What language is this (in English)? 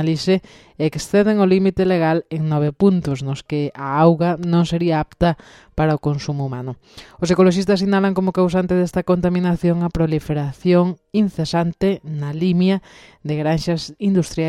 Galician